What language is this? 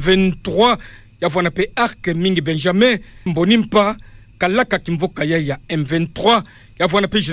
Kituba (Democratic Republic of Congo)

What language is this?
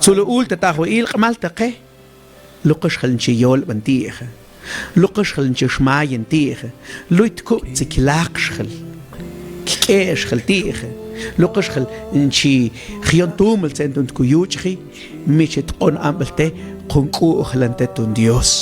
Mam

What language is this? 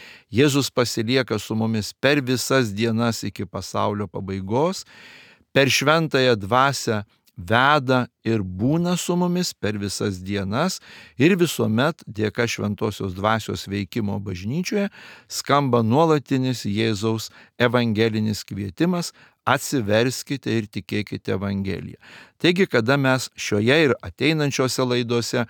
Lithuanian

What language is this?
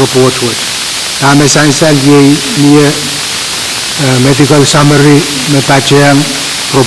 Pohnpeian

